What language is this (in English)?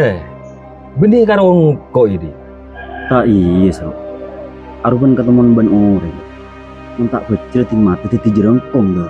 Madurese